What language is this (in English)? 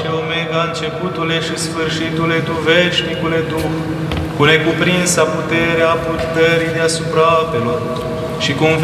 Romanian